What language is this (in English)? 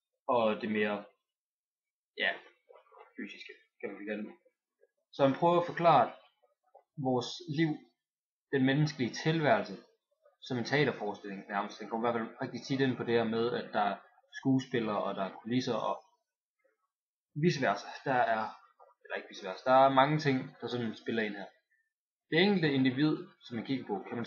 Danish